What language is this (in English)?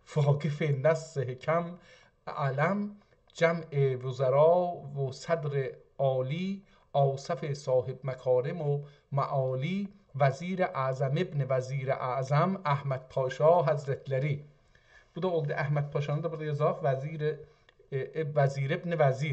South Azerbaijani